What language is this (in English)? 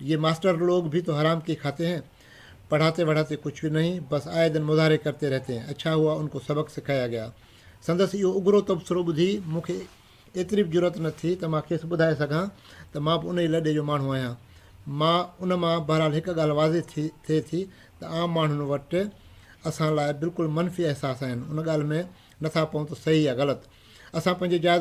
Sindhi